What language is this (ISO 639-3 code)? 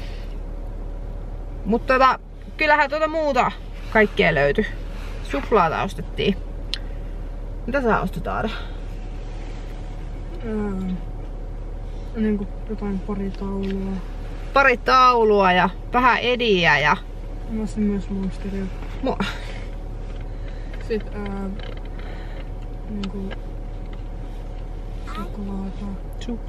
fin